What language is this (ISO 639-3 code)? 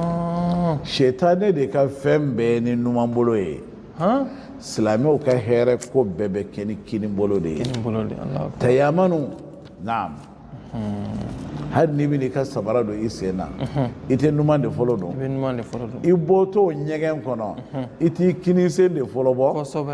bam